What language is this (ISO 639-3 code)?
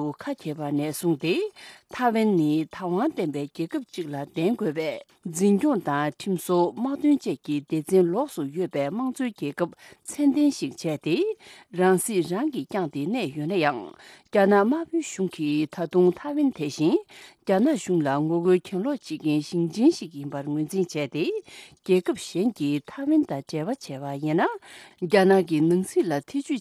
bod